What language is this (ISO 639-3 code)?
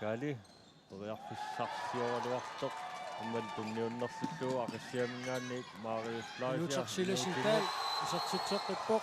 kal